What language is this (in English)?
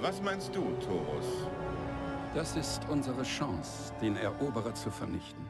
Bavarian